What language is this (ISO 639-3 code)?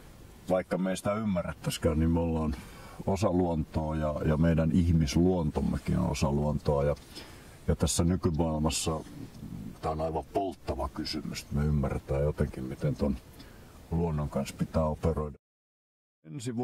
fin